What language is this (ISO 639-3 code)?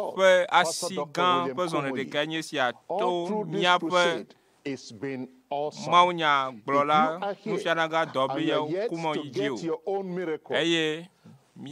ewe